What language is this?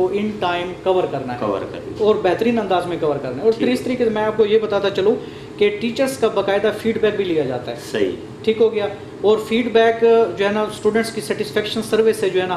Urdu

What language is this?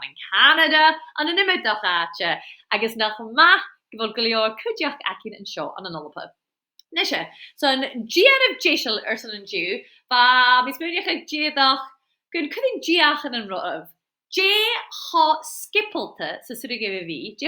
Scottish Gaelic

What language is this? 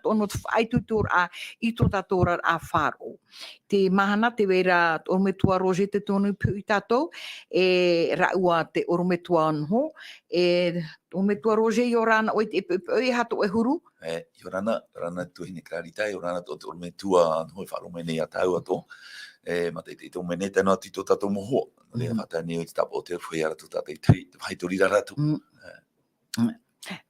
Tahitian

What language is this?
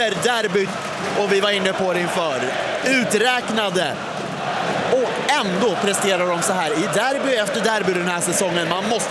Swedish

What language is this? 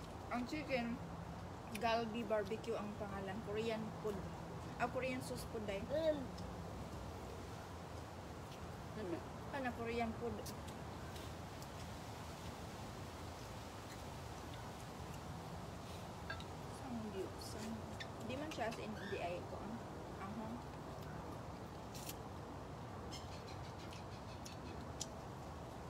Filipino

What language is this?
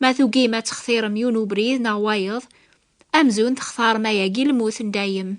Kabyle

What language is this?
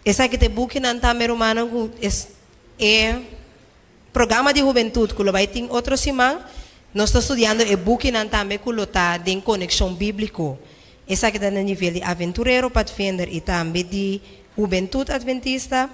Papiamento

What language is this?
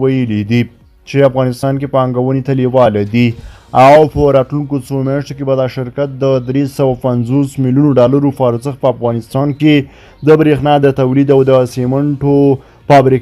Pashto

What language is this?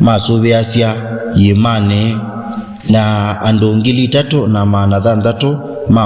Kamba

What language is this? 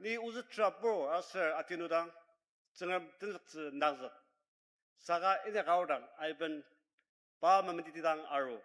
Ao Naga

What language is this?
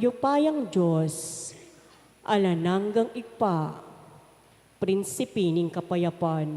Pampanga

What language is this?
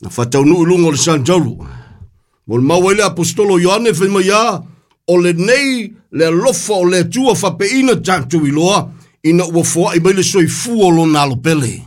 Samoan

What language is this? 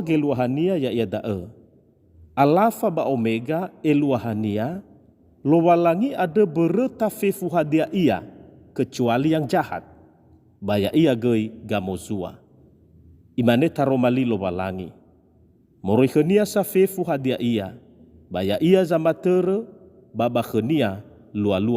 Nias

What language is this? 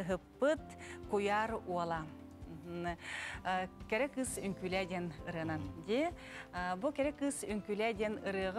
Yakut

